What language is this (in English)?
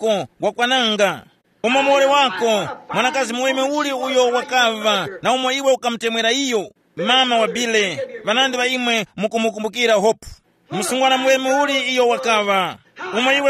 Tumbuka